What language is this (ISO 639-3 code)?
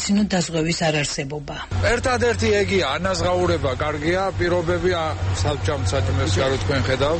kat